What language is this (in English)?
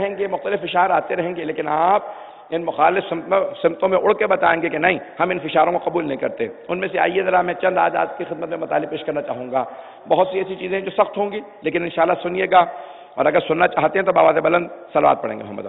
Urdu